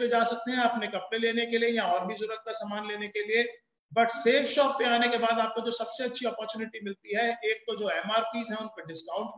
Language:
Hindi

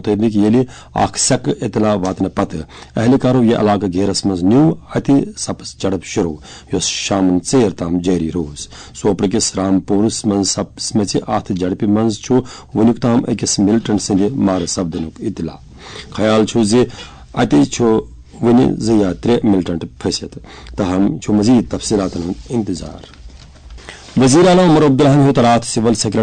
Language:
Kashmiri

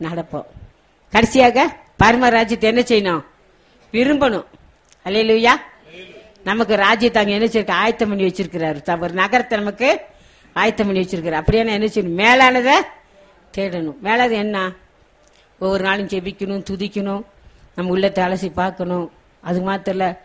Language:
Tamil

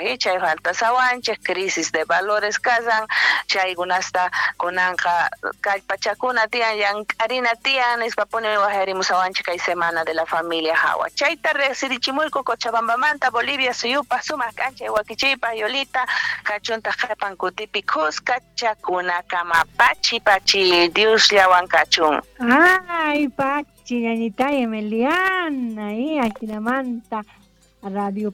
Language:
South Bolivian Quechua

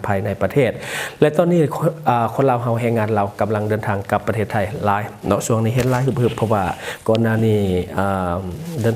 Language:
Lao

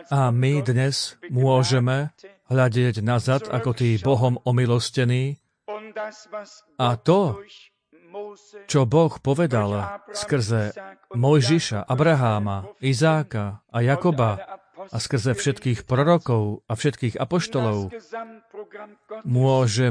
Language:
Slovak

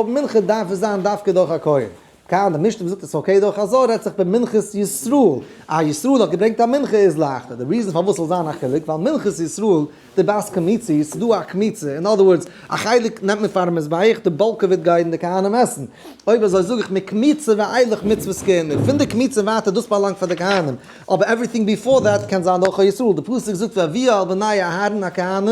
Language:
Yiddish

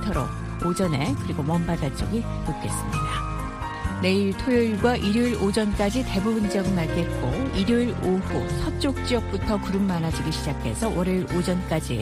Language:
Korean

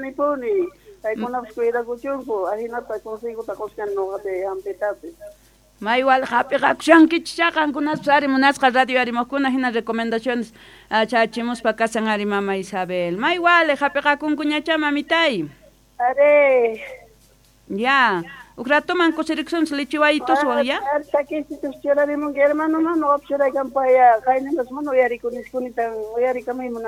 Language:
Quechua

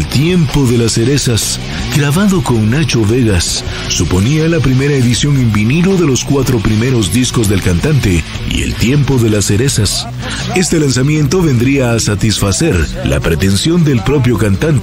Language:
Spanish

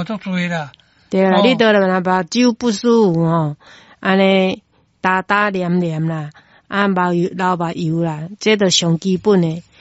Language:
Min Nan Chinese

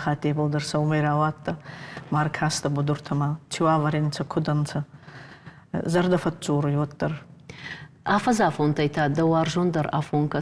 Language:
Ossetic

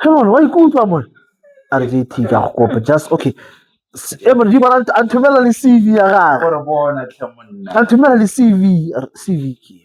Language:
Tswana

